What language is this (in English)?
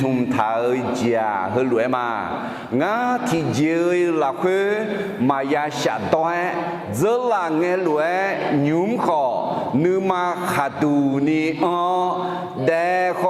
Akha